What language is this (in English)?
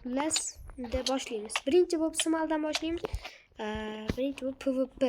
Uzbek